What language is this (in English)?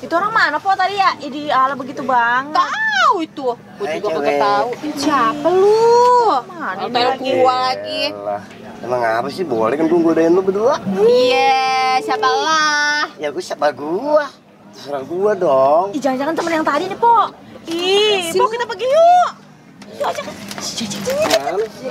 Betawi